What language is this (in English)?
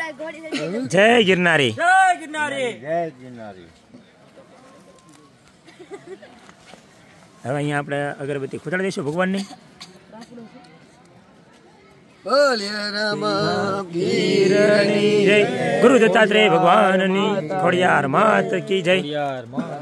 Gujarati